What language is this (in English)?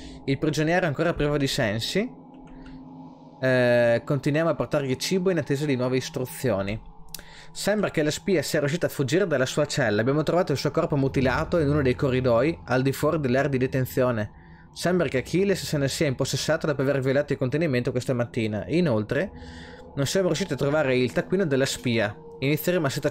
Italian